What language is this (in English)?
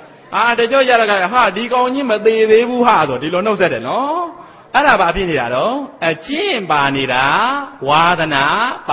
Burmese